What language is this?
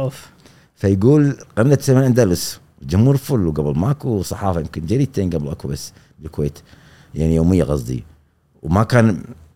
Gulf Arabic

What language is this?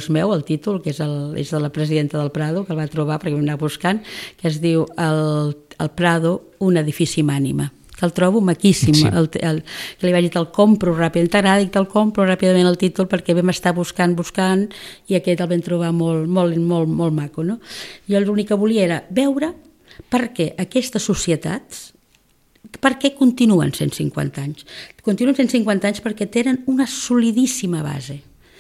Catalan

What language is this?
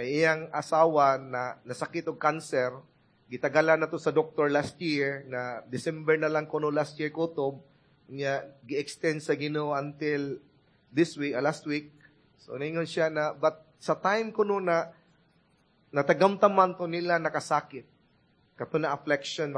Cebuano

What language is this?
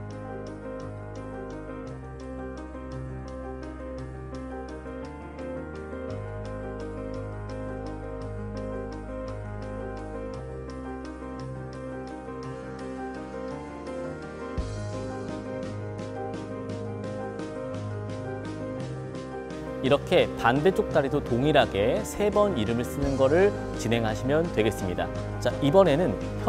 Korean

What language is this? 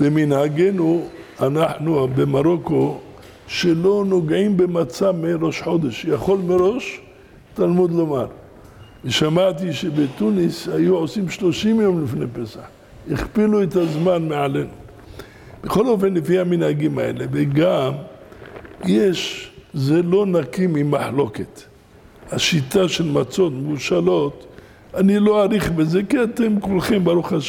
Hebrew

